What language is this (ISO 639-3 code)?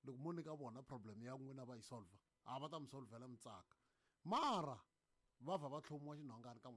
tso